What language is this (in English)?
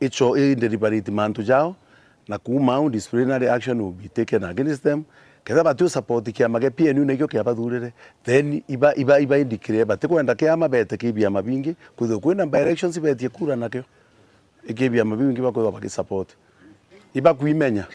Meru